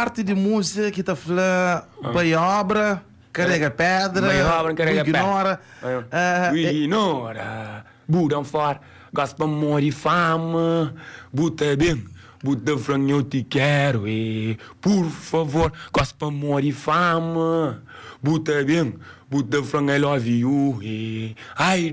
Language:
Kabuverdianu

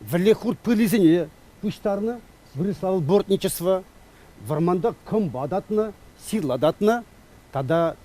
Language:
Chuvash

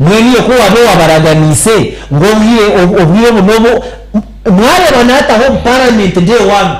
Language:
Nyankole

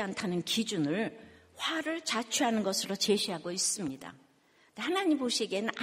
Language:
Korean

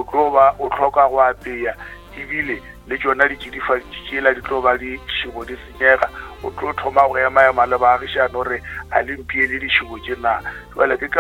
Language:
Northern Sotho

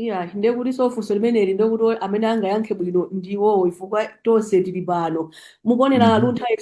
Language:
Nyanja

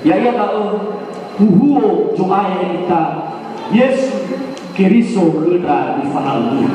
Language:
Nias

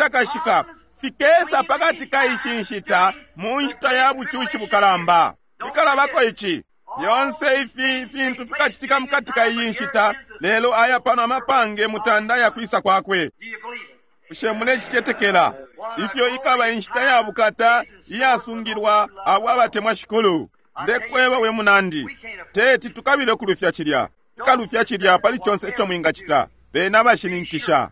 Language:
Bemba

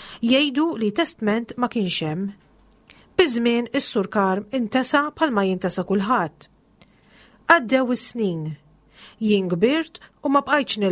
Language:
Maltese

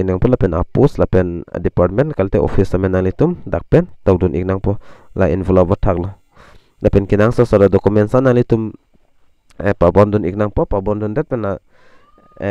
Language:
Karbi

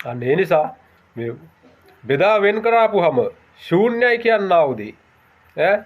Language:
Sinhala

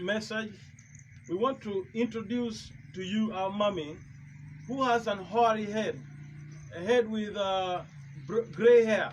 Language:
Acoli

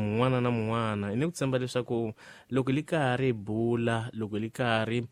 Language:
Tsonga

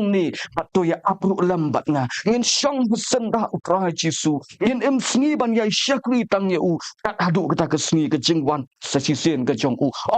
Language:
Khasi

